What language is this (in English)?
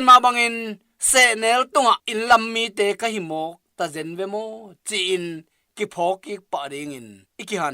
Tedim Chin